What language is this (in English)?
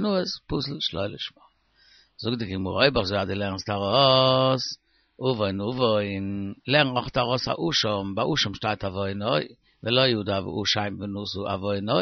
Yiddish